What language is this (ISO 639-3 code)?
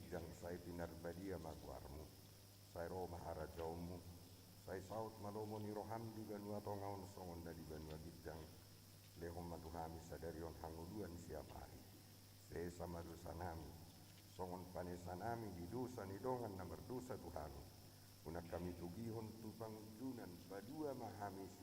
bbc